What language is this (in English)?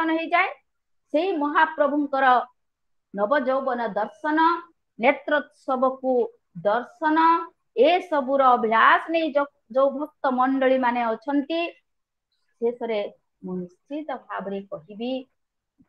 Odia